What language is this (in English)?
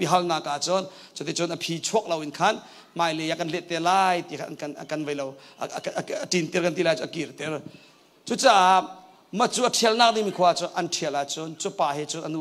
Hakha Chin